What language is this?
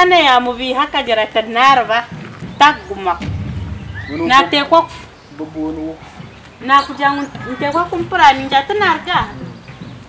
Nyankole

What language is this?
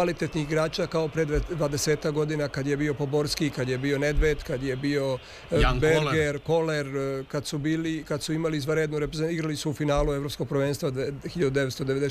Serbian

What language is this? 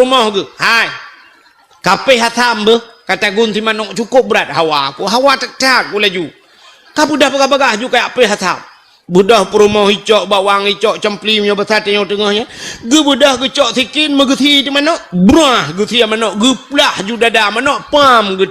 Achinese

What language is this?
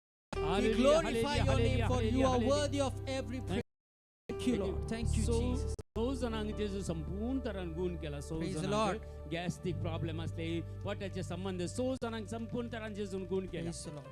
Konkani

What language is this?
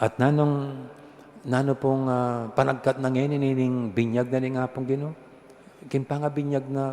Pampanga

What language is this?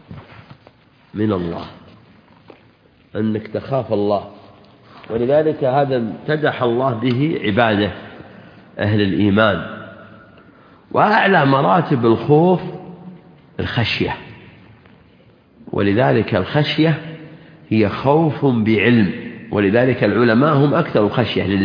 Arabic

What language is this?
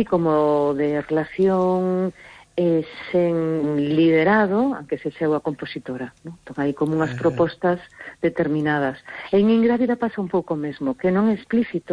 Galician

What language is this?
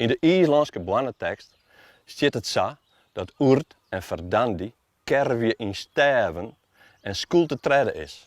Western Frisian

